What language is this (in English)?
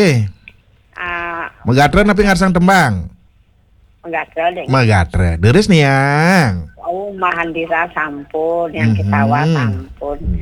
Balinese